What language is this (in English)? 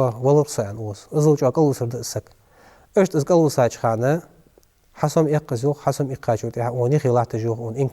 Ingush